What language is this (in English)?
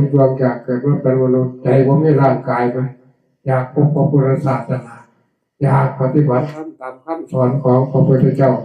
Northeastern Thai